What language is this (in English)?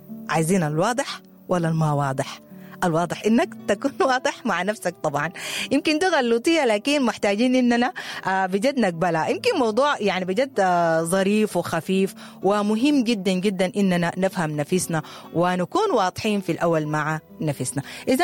Sudanese Arabic